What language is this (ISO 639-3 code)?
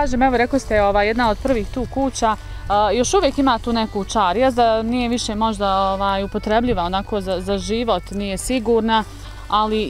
bos